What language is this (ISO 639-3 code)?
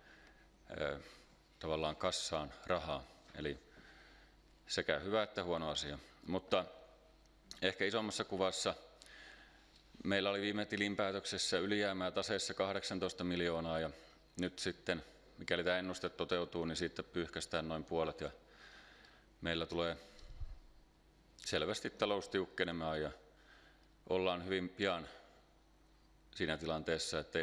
fin